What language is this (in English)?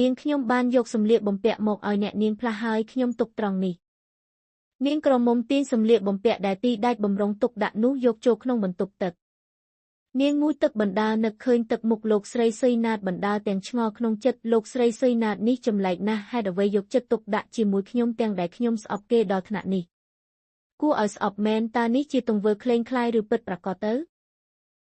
Khmer